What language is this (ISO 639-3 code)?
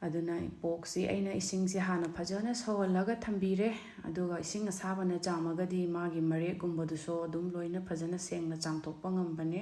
mni